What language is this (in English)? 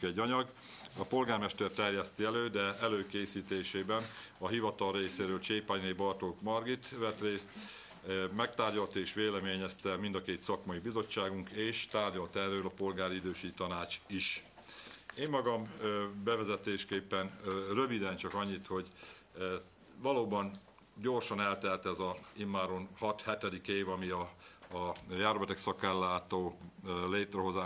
Hungarian